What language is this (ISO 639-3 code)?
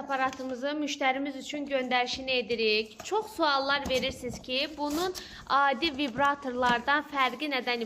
aze